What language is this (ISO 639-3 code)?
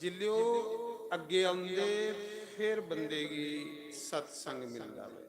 doi